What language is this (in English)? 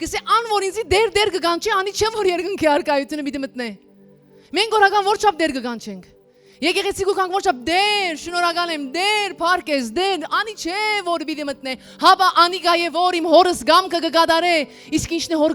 Western Armenian